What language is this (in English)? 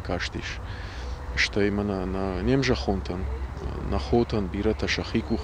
Ossetic